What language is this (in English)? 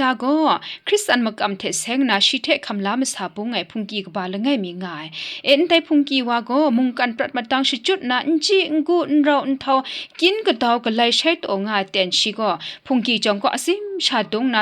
Kachin